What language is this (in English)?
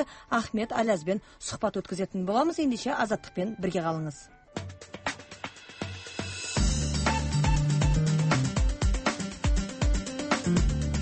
Kazakh